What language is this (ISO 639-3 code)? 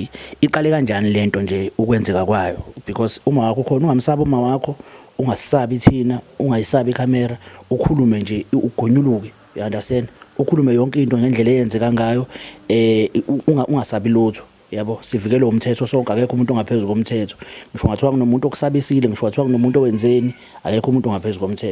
zul